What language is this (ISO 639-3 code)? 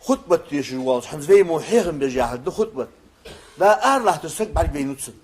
inh